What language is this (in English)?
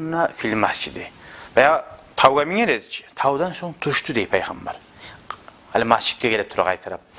Kumyk